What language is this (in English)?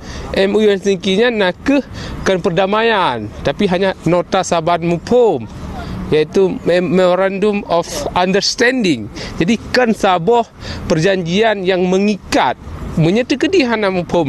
Achinese